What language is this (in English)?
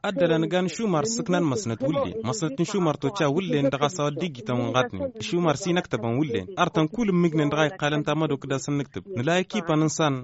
Tamasheq